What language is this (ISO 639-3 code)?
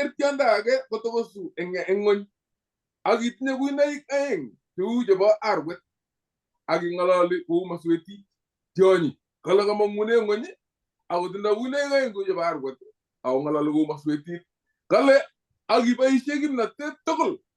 kln